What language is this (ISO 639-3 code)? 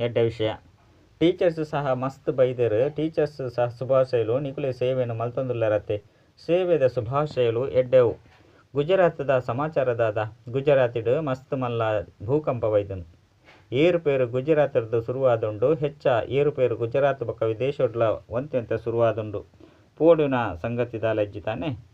tcy